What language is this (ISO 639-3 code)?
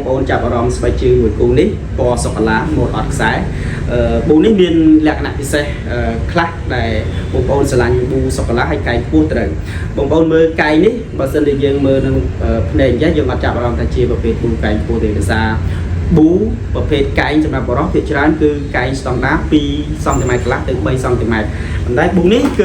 khm